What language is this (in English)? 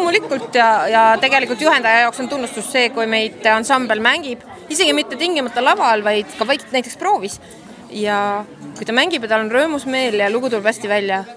Estonian